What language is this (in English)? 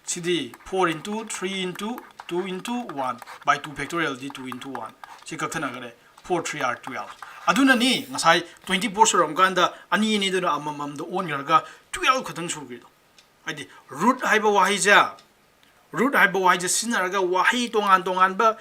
Manipuri